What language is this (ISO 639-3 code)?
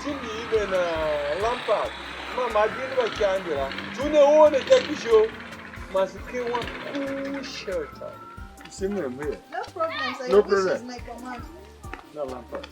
tiv